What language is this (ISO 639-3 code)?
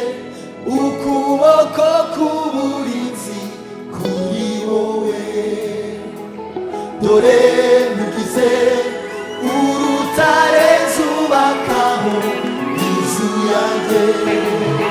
kin